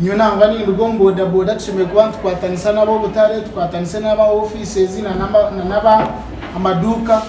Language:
Nyankole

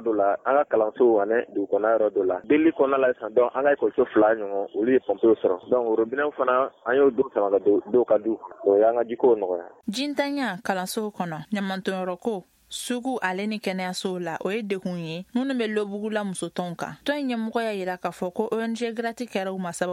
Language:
Bambara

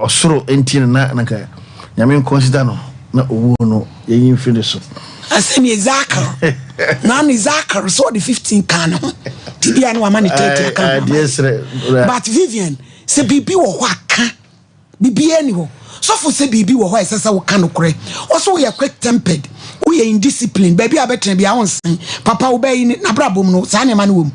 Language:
Akan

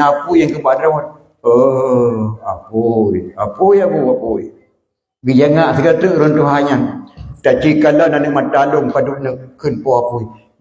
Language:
Achinese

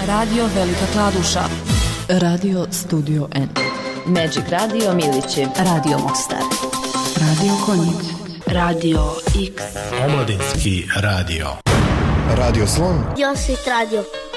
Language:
Bosnian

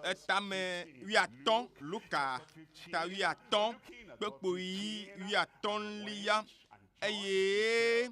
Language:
Ewe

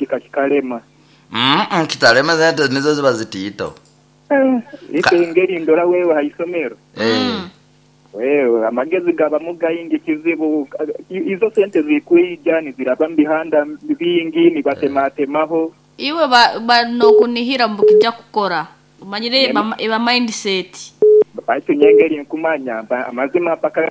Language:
Nyoro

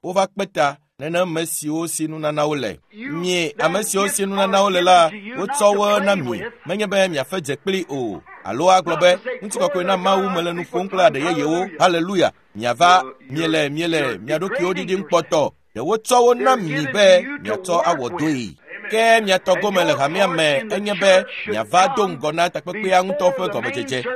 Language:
Ewe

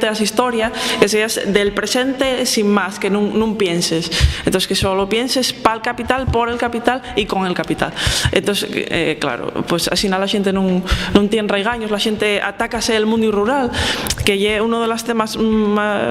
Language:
Asturian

